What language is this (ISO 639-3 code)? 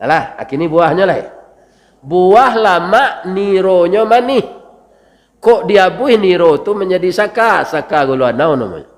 min